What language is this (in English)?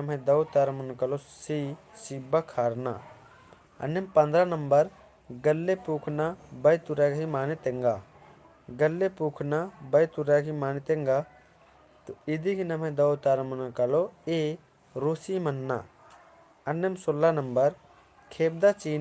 Kurukh